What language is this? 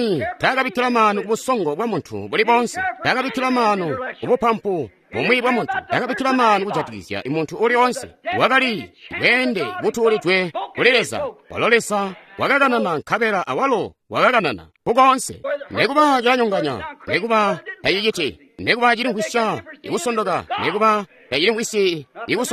Tonga (Zambia)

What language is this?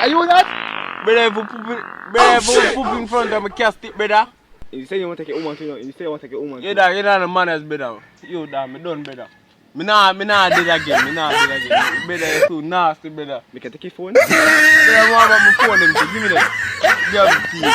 Jamaican Creole English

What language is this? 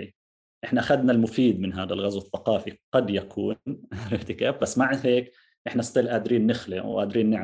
North Levantine Arabic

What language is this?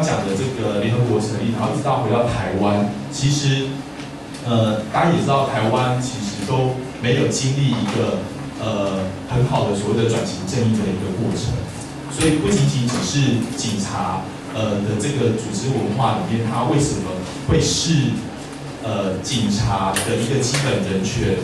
Chinese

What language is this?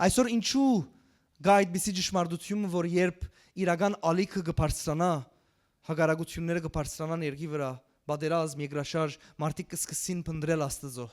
Western Armenian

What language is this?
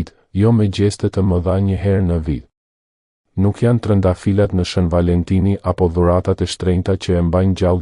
Albanian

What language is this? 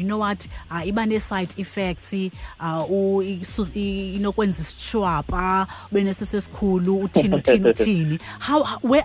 Xhosa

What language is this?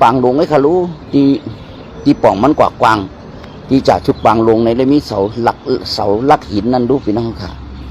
Shan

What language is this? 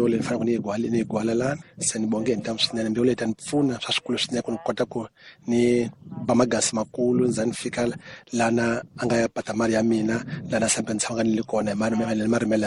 Tsonga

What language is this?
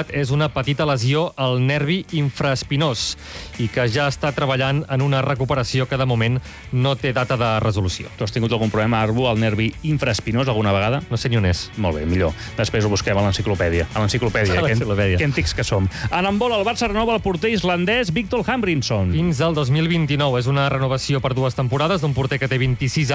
Catalan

